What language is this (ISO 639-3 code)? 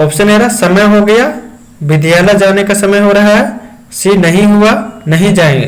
kru